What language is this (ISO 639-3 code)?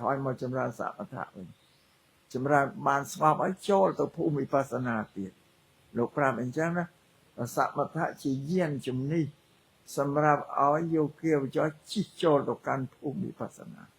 khm